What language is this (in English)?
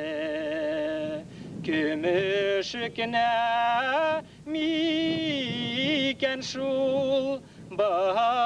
Bashkir